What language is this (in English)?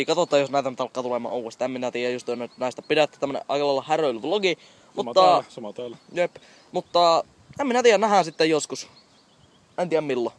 Finnish